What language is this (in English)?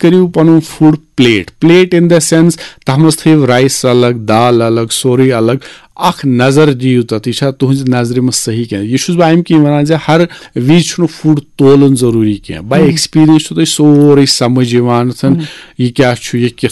Kashmiri